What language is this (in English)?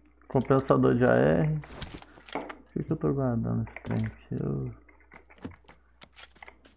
Portuguese